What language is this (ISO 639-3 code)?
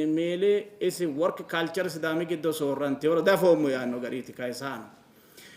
sid